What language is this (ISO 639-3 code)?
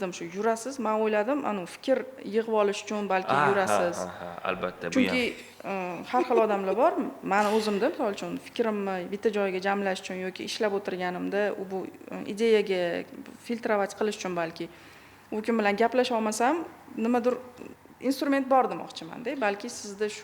uzb